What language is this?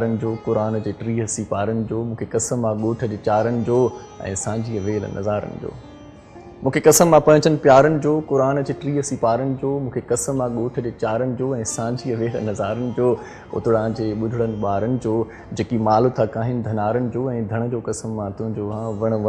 Sindhi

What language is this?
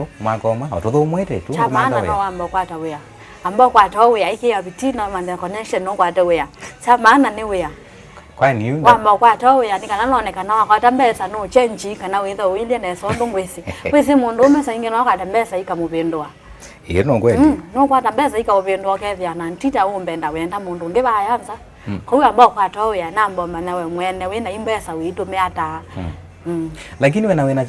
Kamba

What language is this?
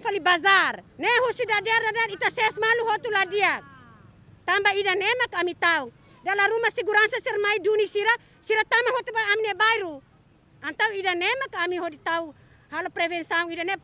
Tetum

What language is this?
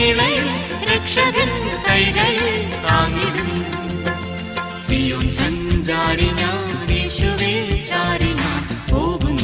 Malayalam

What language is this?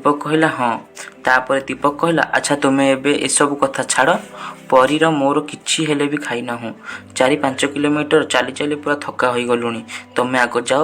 Odia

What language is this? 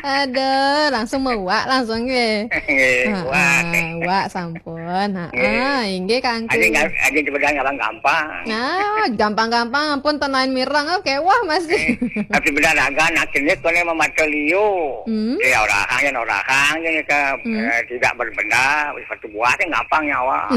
Balinese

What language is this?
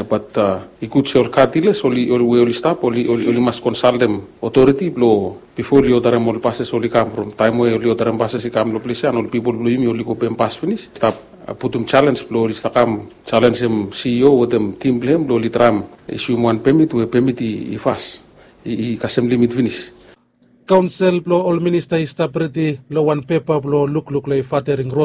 Bislama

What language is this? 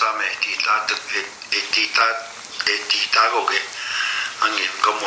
Plains Cree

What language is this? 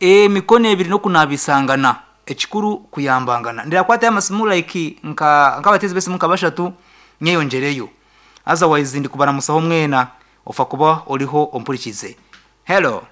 Nyankole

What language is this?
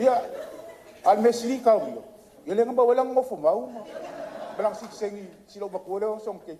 Samoan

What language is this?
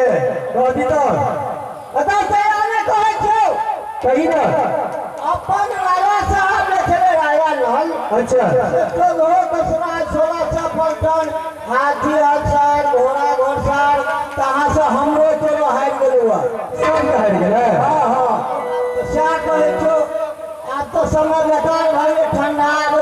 Maithili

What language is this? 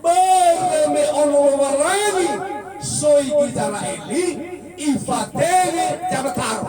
Nias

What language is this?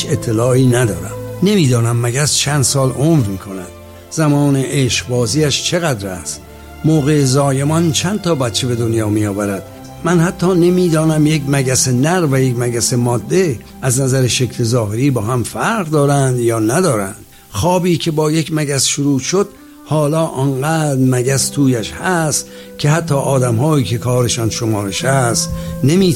Persian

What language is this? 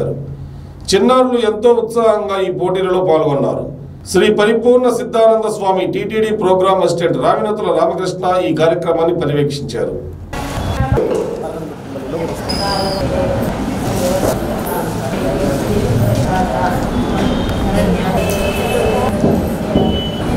Telugu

